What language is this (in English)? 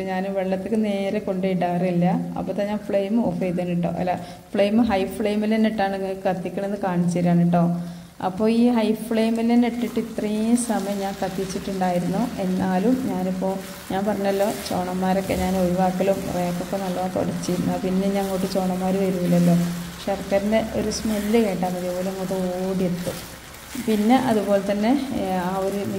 Malayalam